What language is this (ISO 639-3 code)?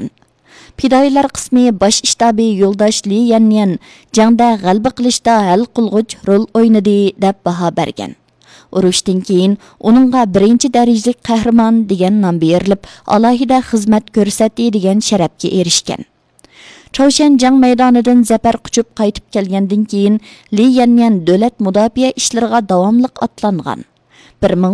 uig